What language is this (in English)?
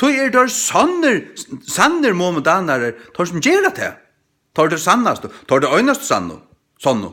Faroese